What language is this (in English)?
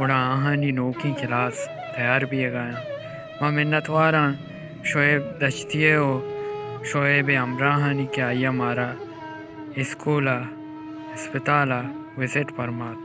Baluchi